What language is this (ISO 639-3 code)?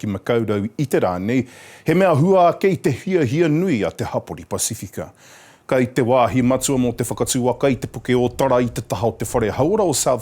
mri